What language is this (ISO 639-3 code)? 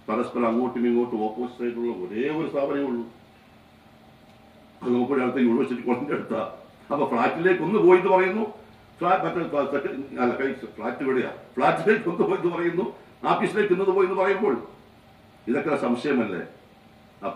mal